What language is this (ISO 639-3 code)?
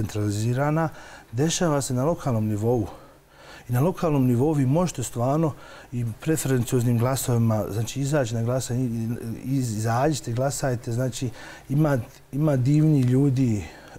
bos